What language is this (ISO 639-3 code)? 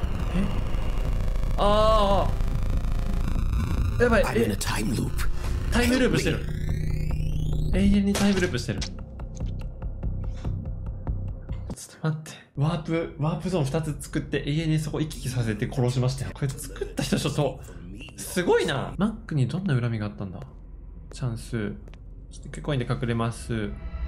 jpn